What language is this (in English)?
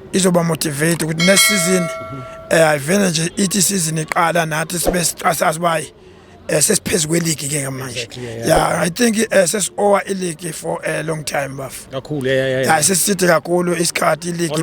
Zulu